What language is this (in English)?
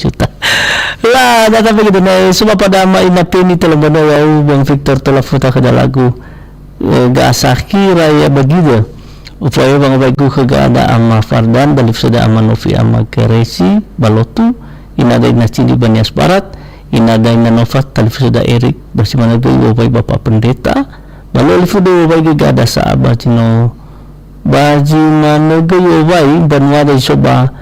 Nias